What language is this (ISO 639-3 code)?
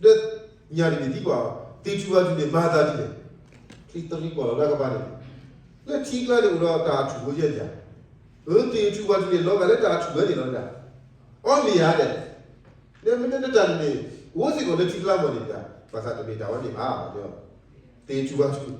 ksw